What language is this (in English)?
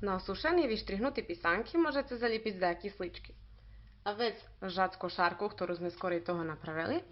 Rusyn